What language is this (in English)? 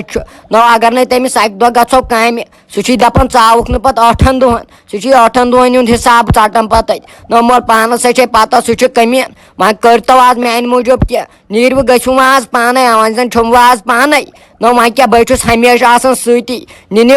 Kashmiri